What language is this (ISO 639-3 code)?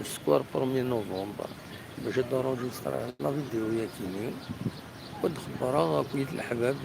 kab